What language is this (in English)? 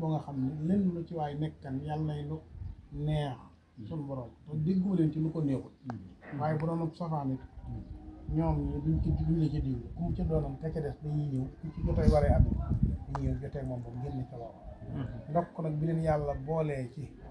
Wolof